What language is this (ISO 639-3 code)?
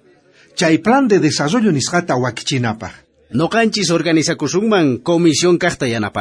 quh